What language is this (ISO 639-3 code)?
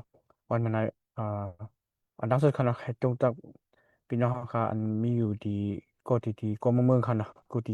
shn